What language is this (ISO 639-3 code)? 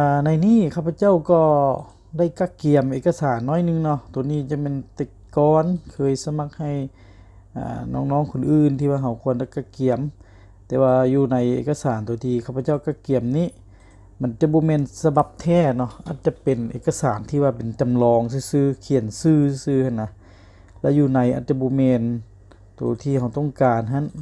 lao